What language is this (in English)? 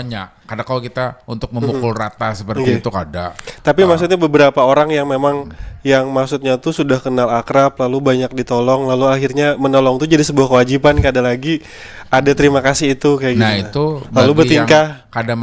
Banjar